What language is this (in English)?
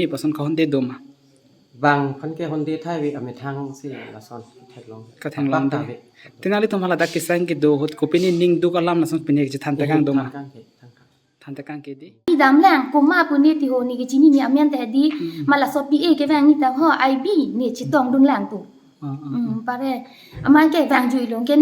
Karbi